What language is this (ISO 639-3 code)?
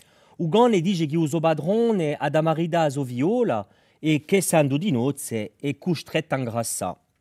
cos